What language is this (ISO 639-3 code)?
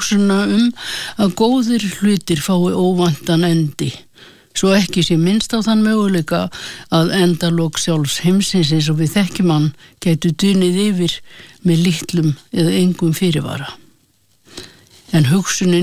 isl